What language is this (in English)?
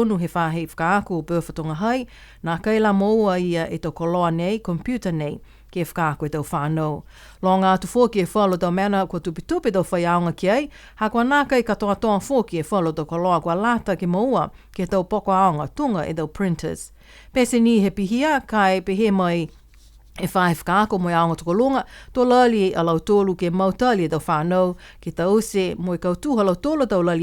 Niuean